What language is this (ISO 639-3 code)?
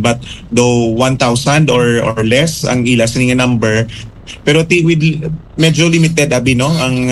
hil